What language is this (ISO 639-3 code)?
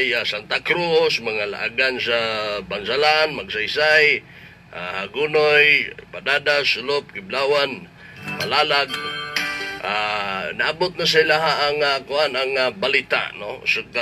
ceb